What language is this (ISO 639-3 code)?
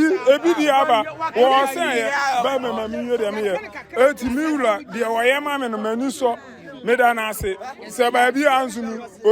aka